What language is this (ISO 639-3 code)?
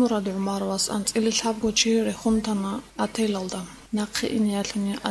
ava